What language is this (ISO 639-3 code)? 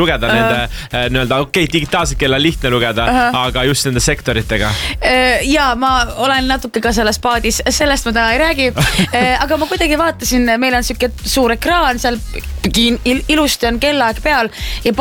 est